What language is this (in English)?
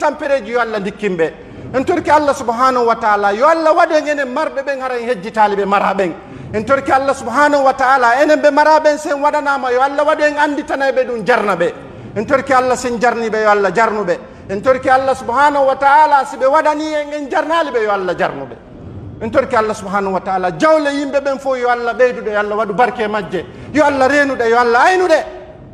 Pular